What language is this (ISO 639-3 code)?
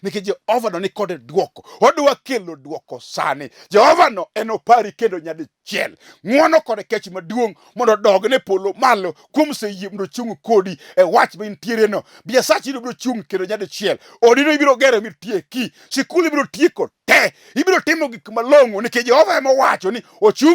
luo